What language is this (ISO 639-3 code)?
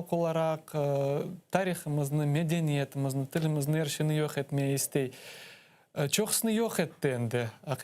crh